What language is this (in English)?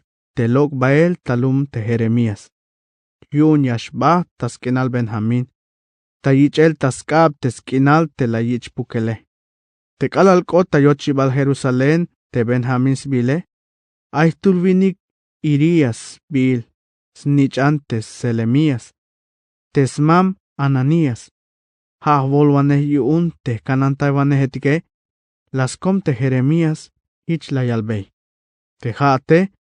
Tzeltal